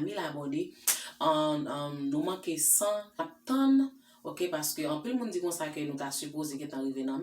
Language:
Haitian Creole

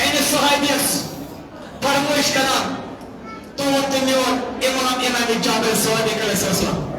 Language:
Kashmiri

